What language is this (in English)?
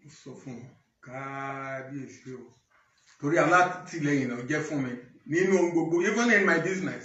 Yoruba